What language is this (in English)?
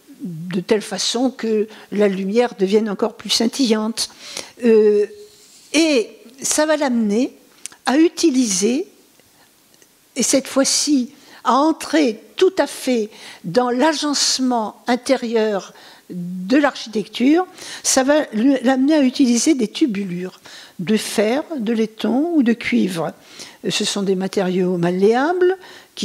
French